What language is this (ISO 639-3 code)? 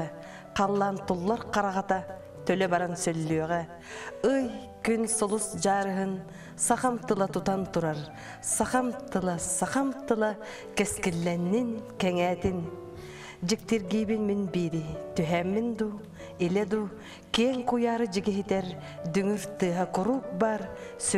sah